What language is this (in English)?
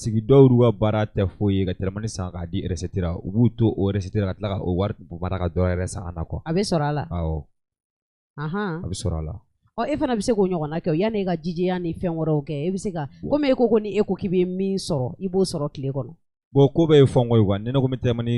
Bambara